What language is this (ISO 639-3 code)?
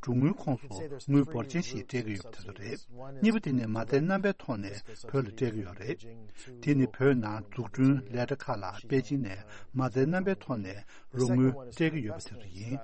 bod